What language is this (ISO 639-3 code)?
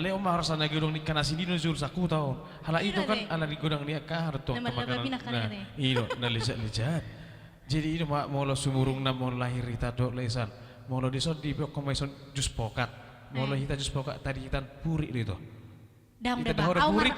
bbc